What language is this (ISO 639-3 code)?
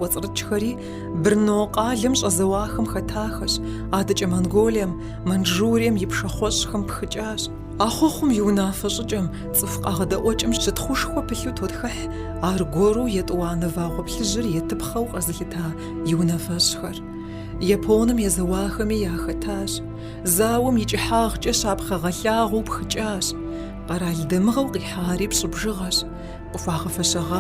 kbd